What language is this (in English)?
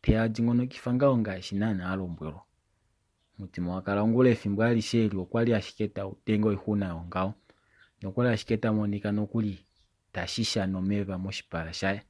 Kuanyama